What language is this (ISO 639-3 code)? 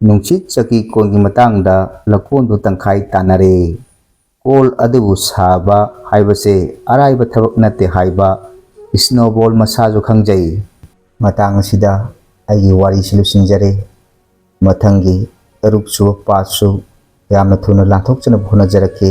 mni